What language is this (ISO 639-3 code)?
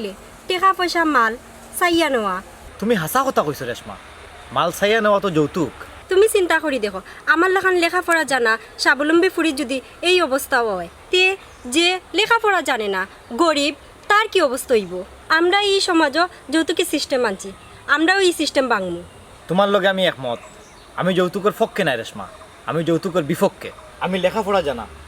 syl